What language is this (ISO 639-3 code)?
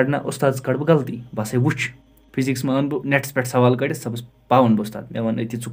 kas